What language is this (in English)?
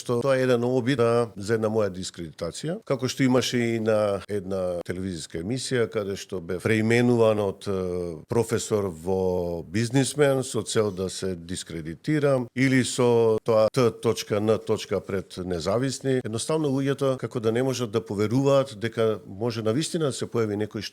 Macedonian